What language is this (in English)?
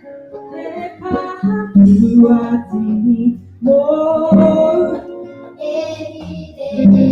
Māori